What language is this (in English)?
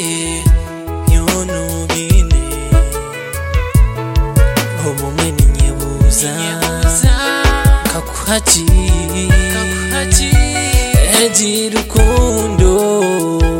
Kinyarwanda